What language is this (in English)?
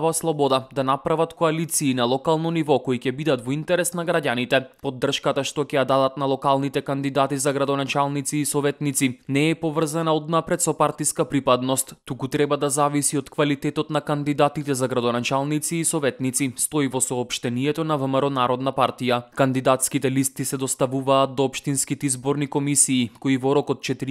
Macedonian